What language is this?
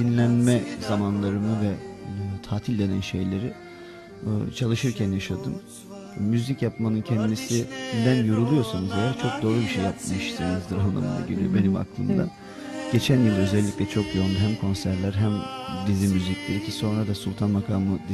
Turkish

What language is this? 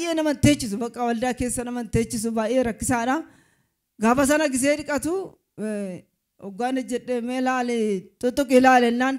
Oromo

